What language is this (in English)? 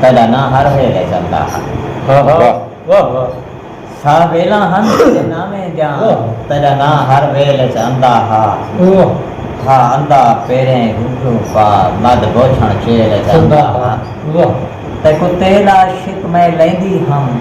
Saraiki